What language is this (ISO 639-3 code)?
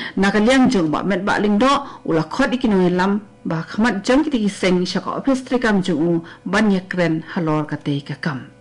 kha